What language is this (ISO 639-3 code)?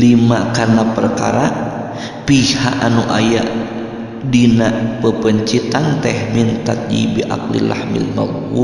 sun